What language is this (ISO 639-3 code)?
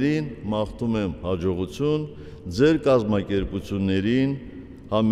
hye